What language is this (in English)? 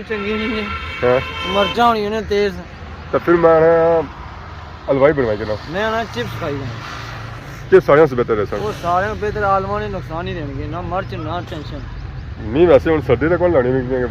Pahari-Potwari